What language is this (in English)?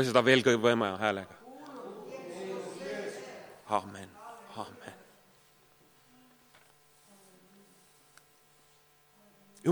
Estonian